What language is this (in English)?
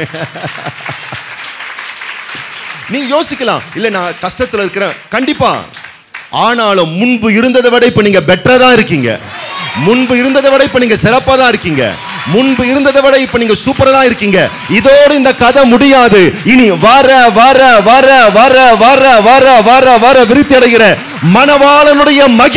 Tamil